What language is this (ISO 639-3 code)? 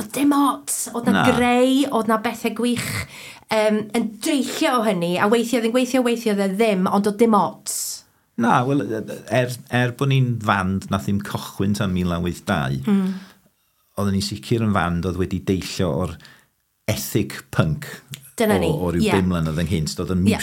cym